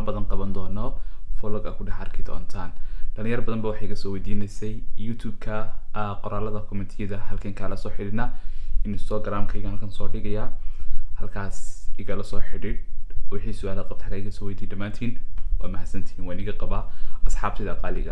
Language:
Somali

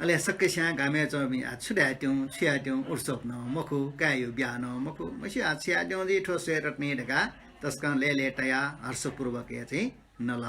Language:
Newari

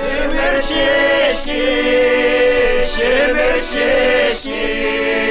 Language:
Chuvash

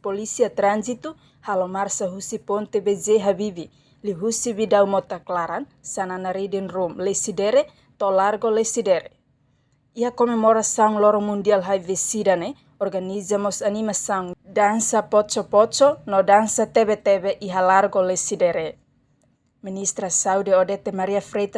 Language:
Tetum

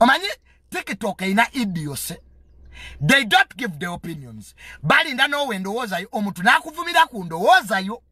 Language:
Ganda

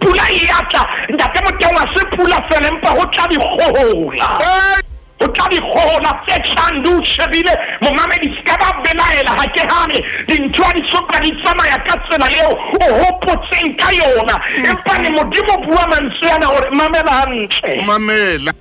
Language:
Southern Sotho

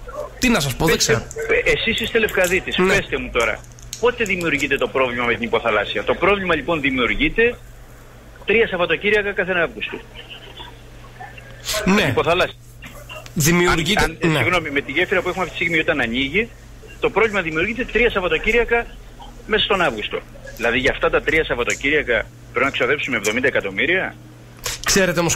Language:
Greek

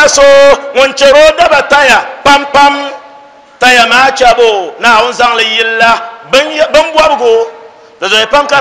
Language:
Dagbani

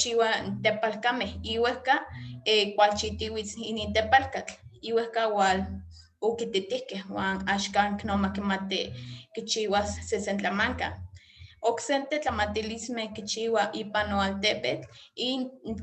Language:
Eastern Huasteca Nahuatl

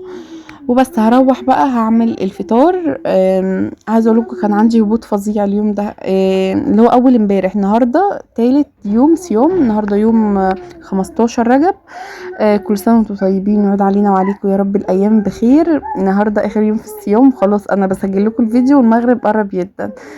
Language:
Egyptian Arabic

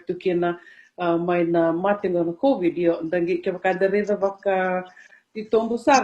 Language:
Fijian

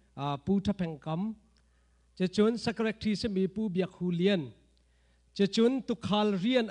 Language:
Hakha Chin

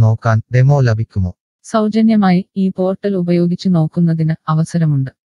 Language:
Malayalam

